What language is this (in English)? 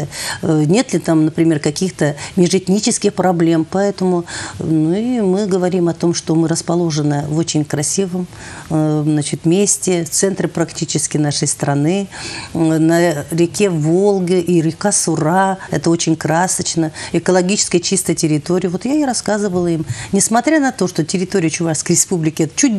Russian